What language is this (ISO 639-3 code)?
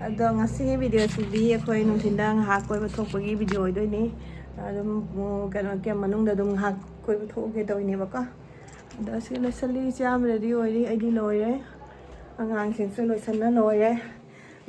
mni